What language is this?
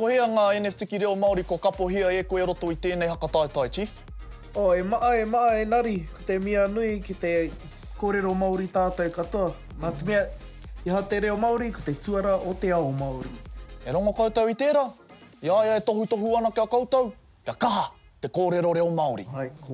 Māori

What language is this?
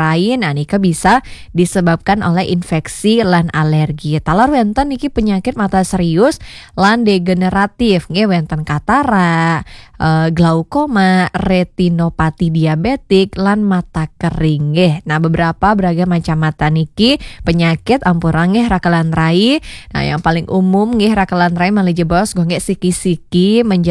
Balinese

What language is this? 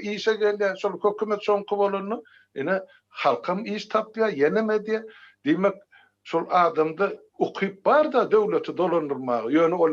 Turkmen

